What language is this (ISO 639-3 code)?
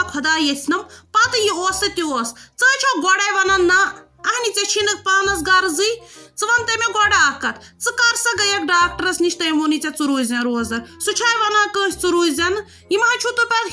kas